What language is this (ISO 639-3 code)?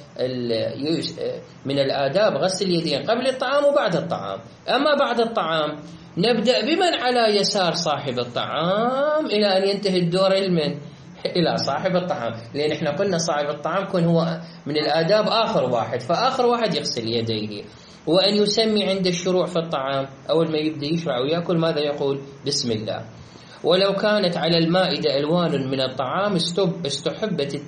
ara